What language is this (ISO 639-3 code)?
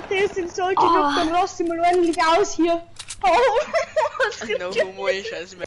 bar